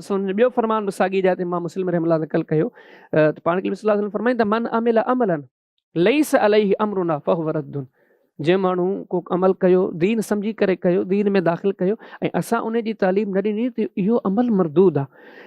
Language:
Sindhi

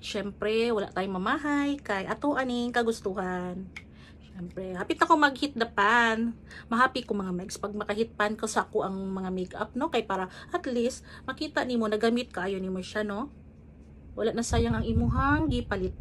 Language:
Cebuano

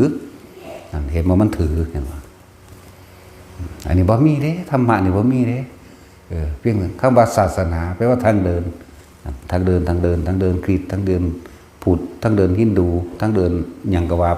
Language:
Northeastern Thai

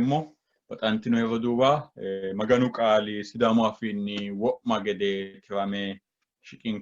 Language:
Sidamo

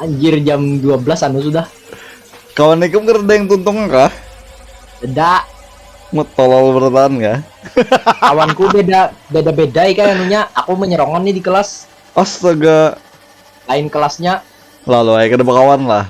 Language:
Banjar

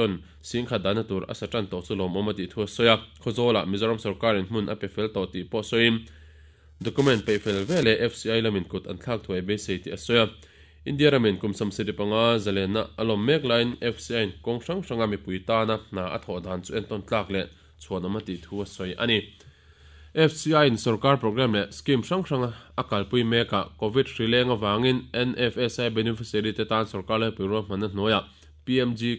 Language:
Mizo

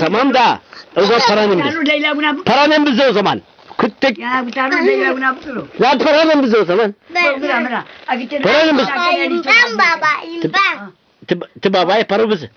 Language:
Zaza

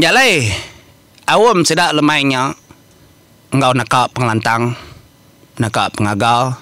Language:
Iban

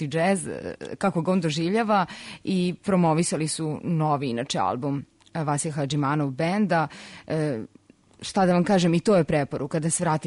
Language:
Serbian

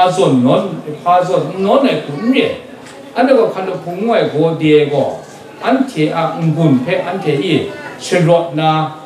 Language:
Kachin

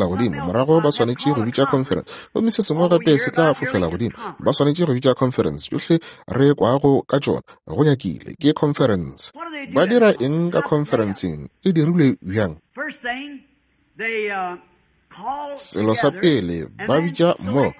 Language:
Northern Sotho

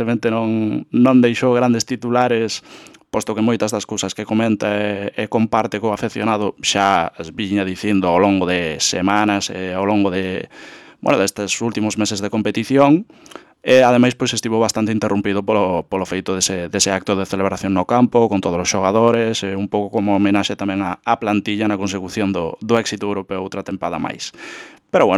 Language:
Galician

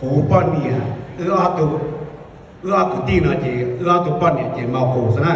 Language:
Hmong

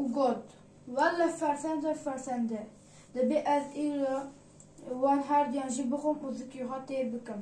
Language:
Kurdish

